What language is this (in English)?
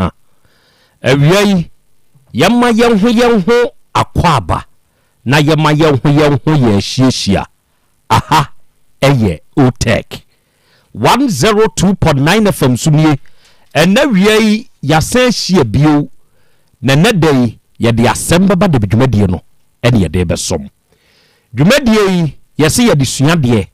Akan